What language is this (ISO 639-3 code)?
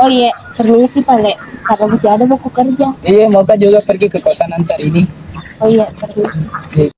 bug